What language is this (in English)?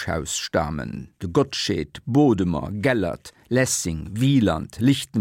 Luxembourgish